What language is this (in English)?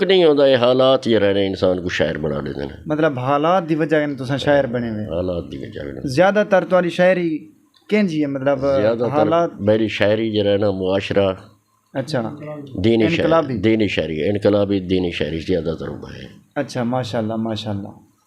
Saraiki